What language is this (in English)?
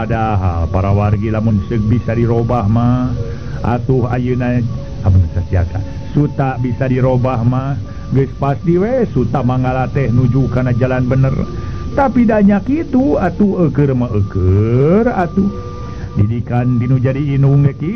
Sundanese